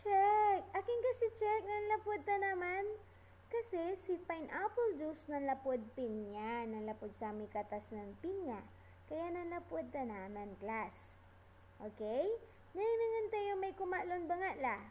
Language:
Pangasinan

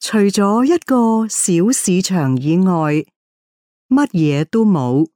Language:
Cantonese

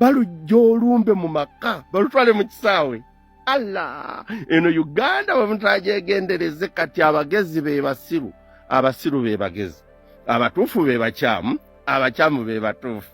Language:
Ganda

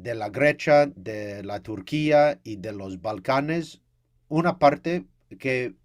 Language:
Ladino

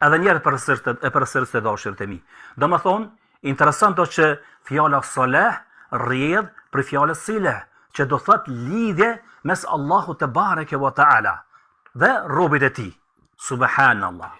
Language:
Albanian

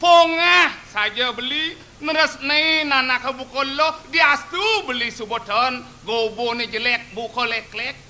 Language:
Balinese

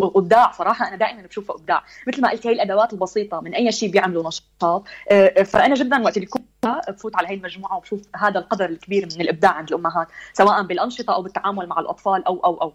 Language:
North Levantine Arabic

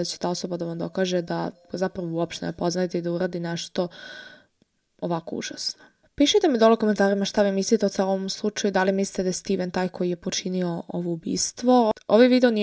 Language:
Serbian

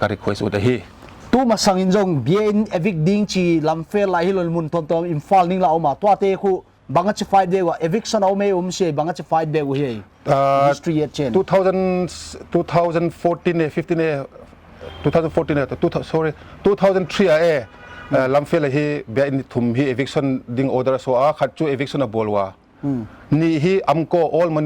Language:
Paite Chin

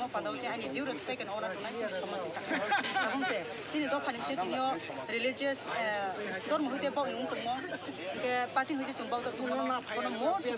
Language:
Kok Borok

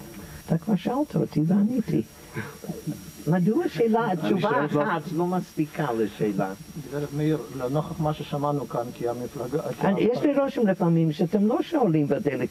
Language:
Hebrew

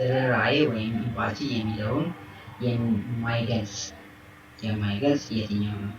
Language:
Amharic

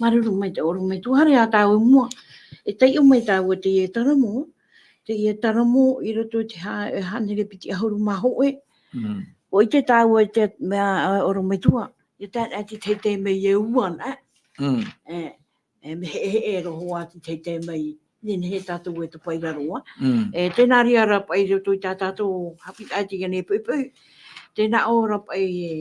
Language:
Tahitian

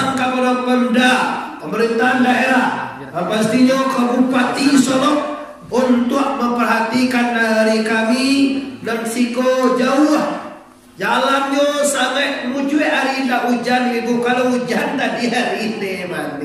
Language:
Minangkabau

